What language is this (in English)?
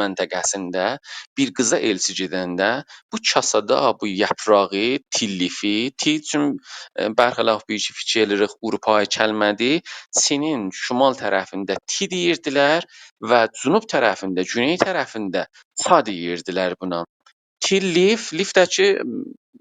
South Azerbaijani